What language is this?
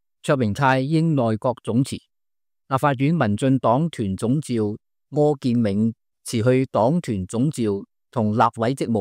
Cantonese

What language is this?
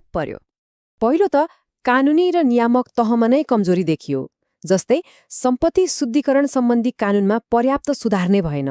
Nepali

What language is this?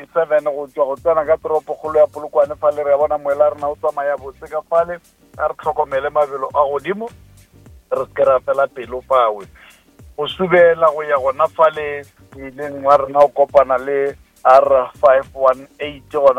Northern Sotho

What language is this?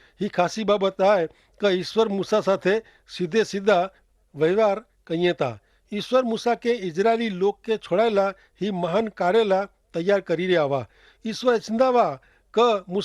Kachhi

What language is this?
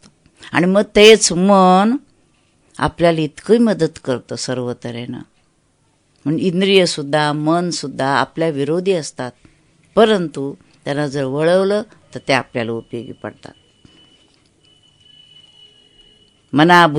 Marathi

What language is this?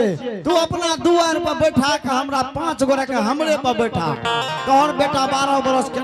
Angika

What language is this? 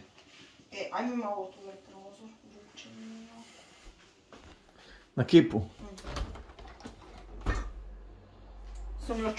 Croatian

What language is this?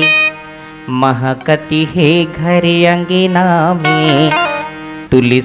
Chhattisgarhi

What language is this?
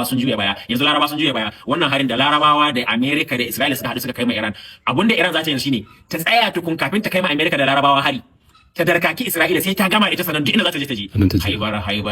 Hausa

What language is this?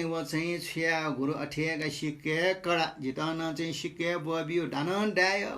Newari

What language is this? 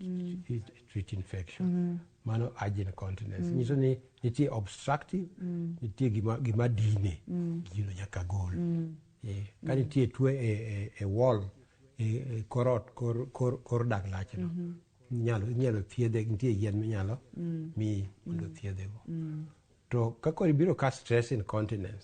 Luo (Kenya and Tanzania)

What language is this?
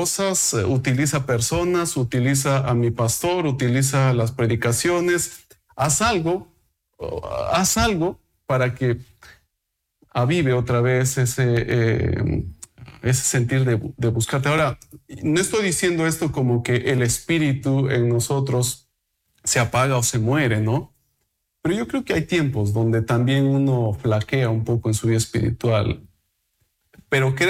Spanish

